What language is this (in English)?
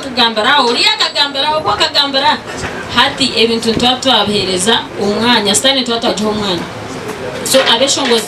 Nyankole